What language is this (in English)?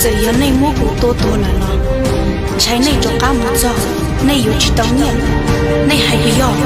Hmong